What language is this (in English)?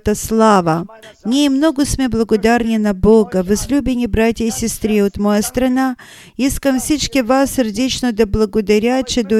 Bulgarian